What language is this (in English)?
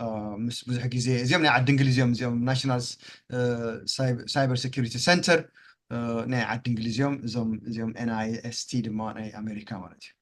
Tigrinya